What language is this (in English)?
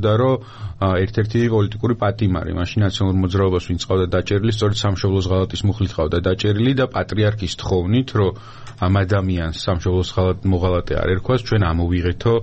Georgian